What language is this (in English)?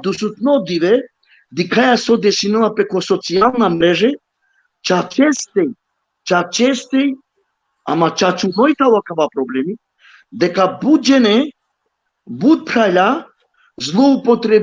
Balkan Romani